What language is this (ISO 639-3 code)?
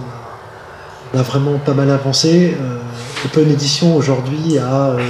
fra